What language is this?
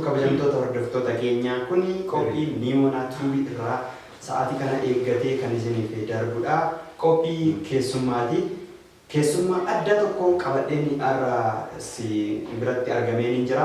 Oromo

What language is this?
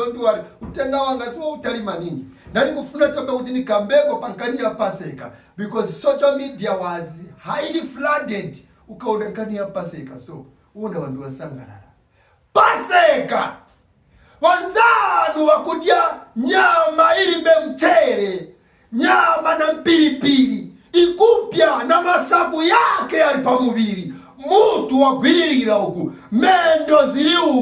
Nyanja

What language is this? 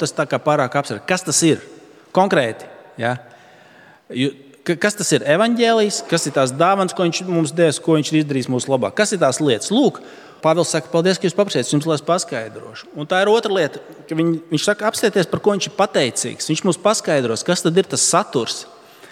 Latvian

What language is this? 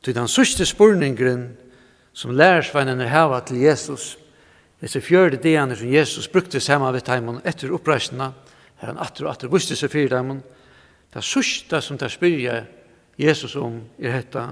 Faroese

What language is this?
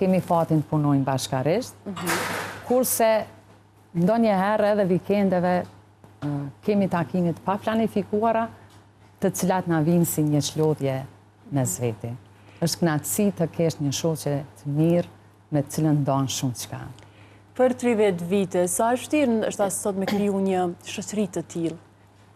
Albanian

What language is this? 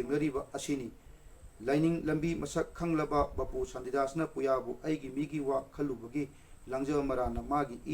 Manipuri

